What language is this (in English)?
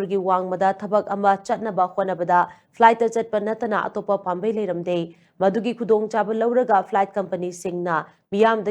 Manipuri